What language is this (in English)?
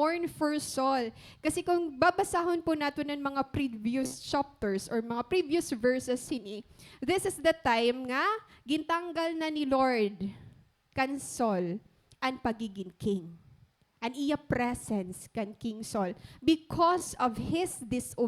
Waray